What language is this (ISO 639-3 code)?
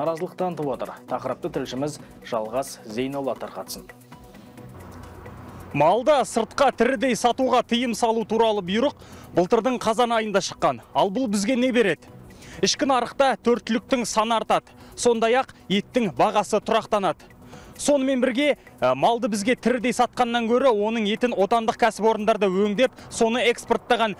kaz